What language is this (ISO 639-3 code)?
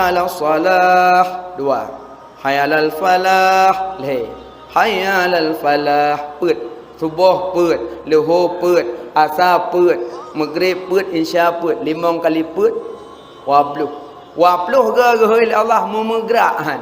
ace